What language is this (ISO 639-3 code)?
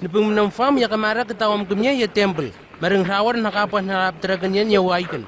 nwi